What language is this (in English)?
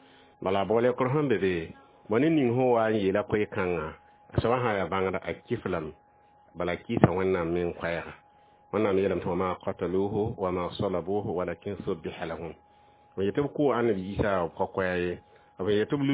Mossi